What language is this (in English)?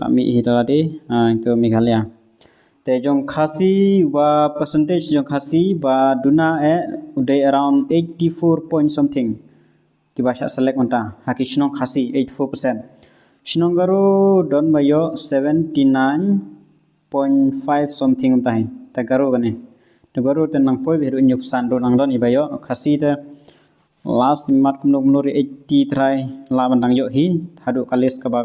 Khasi